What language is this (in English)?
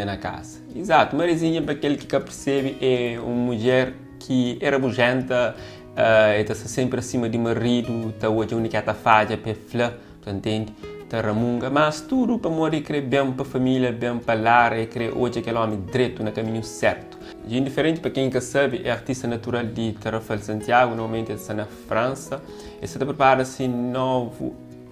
Kabuverdianu